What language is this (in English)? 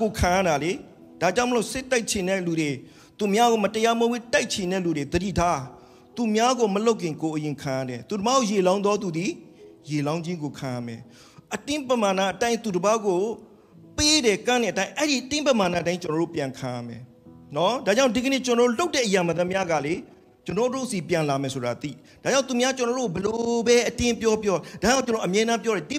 Burmese